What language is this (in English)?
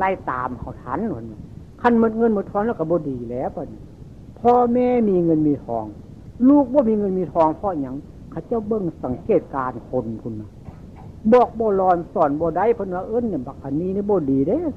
Northeastern Thai